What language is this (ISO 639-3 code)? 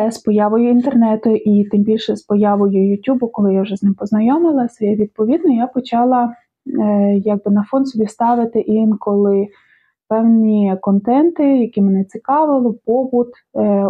ukr